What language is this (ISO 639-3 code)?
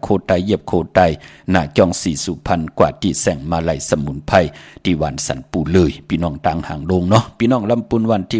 shn